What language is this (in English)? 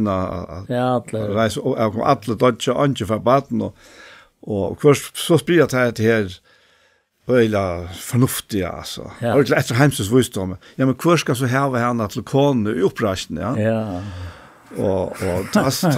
Faroese